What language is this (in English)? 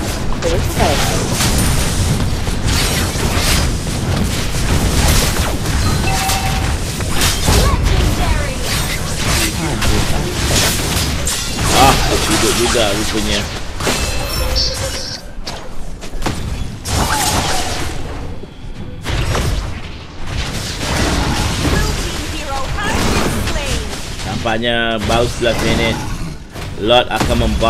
Malay